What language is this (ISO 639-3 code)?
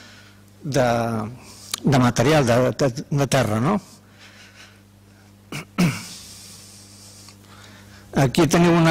cat